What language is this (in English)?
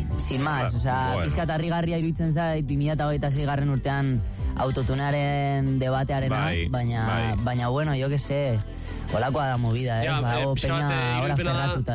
Basque